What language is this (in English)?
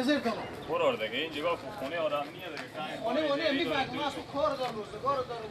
Persian